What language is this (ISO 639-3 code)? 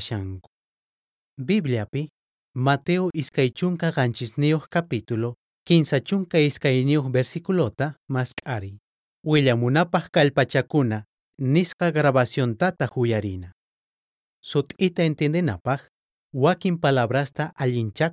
quh